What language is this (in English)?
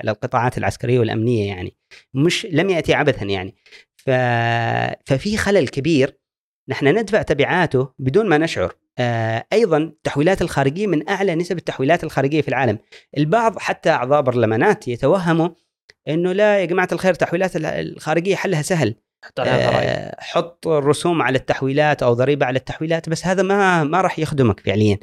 Gulf Arabic